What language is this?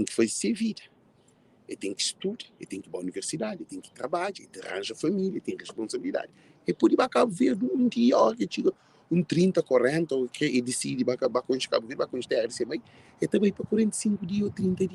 Kabuverdianu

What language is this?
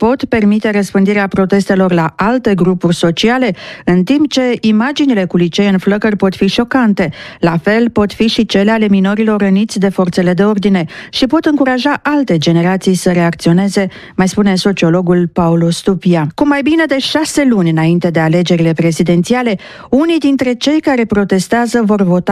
Romanian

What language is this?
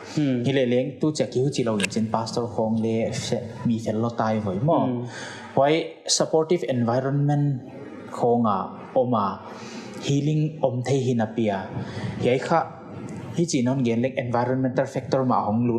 Paite Chin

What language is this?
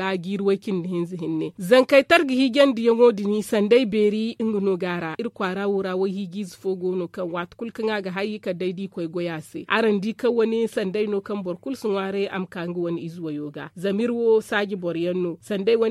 Zarma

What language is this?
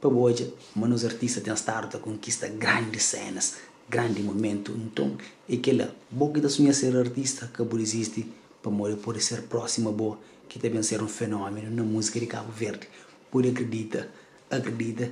Kabuverdianu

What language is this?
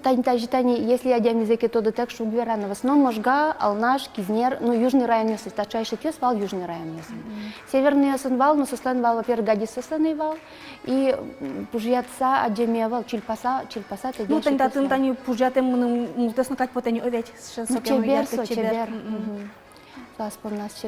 Udmurt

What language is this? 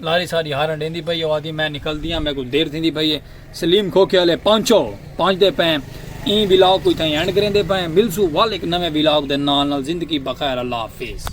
Saraiki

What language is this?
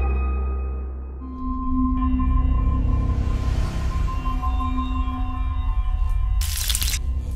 Swedish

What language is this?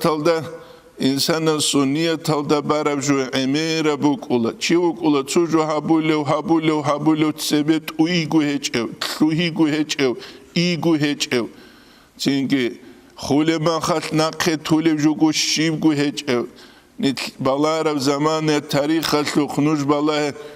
Avaric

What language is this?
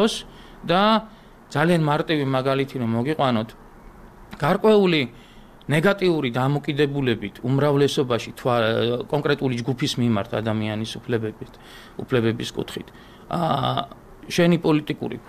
Georgian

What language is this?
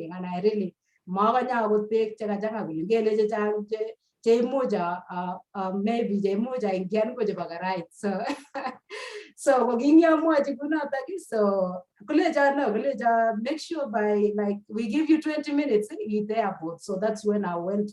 Kalenjin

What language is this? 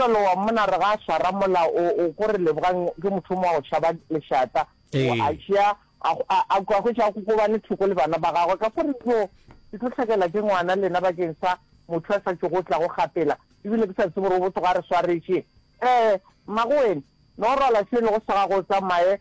Northern Sotho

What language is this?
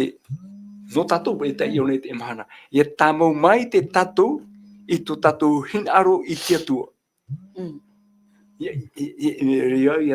Tahitian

